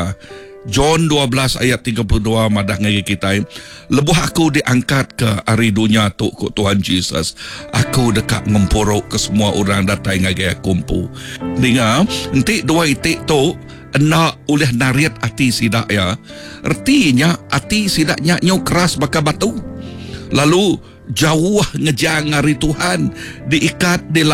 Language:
Iban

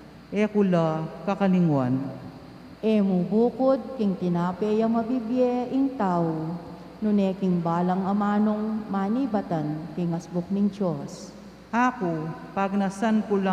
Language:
Pampanga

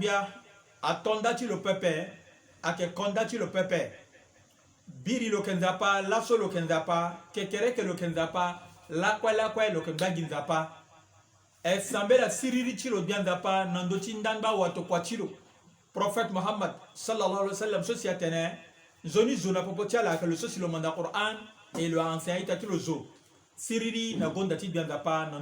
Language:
Sango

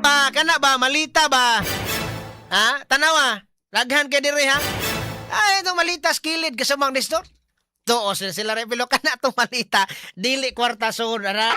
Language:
Cebuano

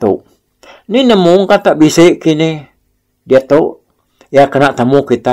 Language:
Iban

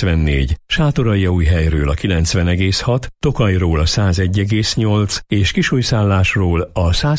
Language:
Hungarian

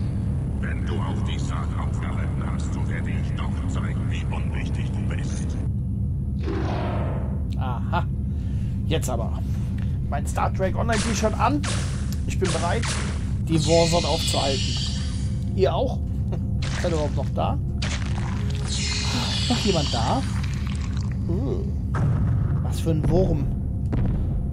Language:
German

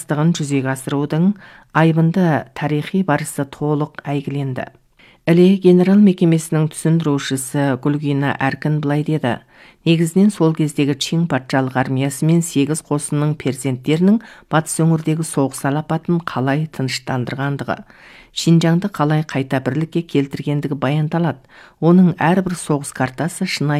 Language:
Kazakh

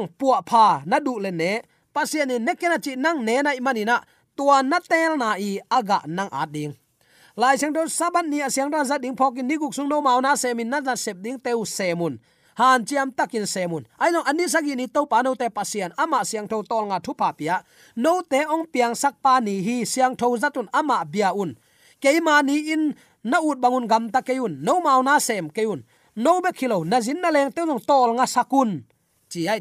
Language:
Tedim Chin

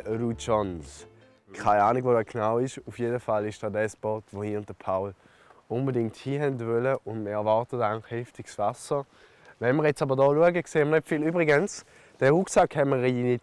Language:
Swiss German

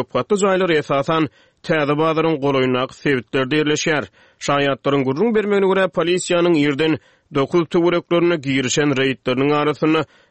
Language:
Turkmen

